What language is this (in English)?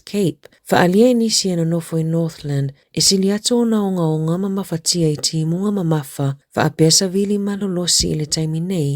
Samoan